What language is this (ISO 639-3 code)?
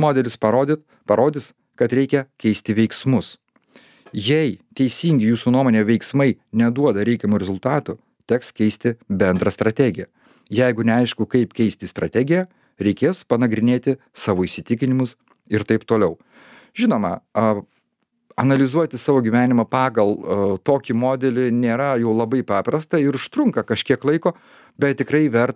lit